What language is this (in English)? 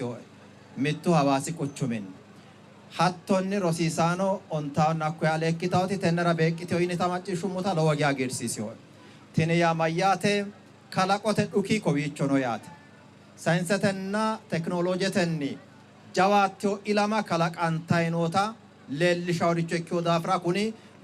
Sidamo